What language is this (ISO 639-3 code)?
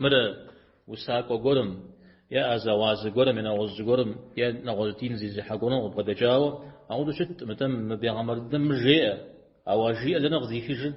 kbd